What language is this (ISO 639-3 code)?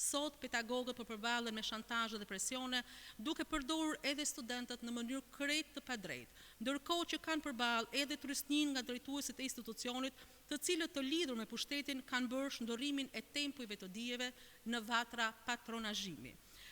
sqi